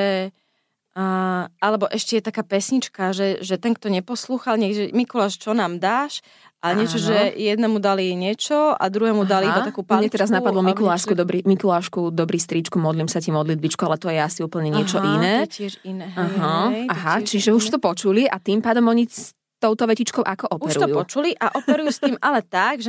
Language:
Slovak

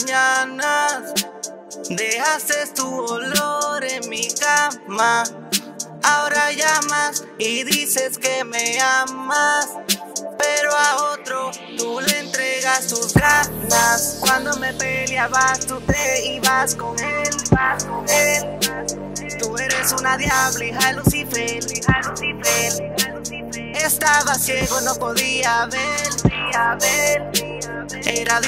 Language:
Spanish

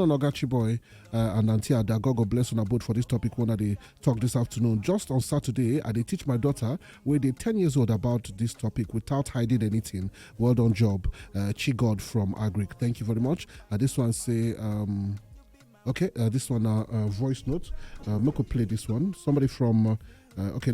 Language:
Nigerian Pidgin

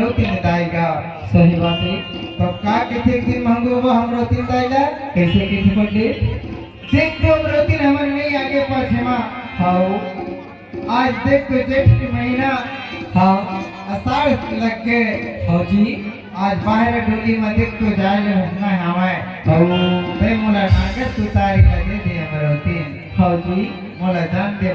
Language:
Chhattisgarhi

